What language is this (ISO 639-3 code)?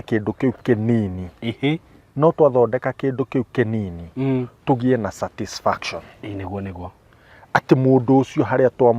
kik